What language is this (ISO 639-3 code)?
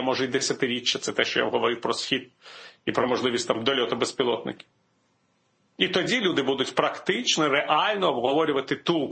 ukr